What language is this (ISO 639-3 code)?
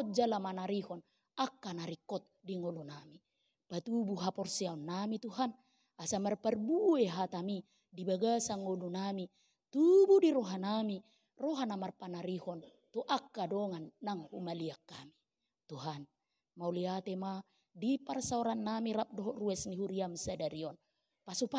bbc